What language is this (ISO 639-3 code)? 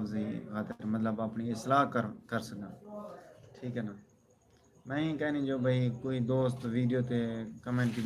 skr